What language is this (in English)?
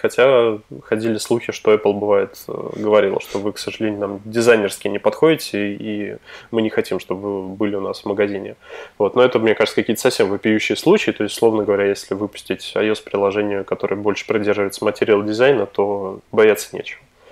Russian